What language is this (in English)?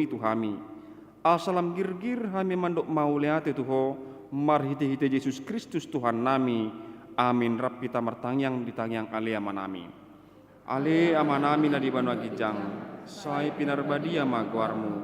Batak Toba